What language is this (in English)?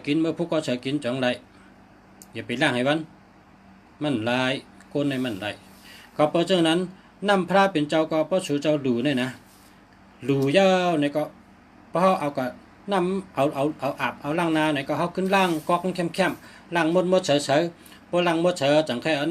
Shan